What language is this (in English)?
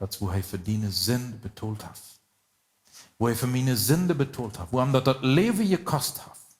Plautdietsch